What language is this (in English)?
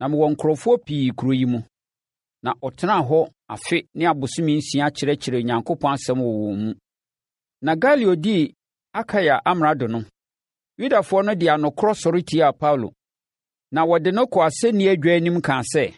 Akan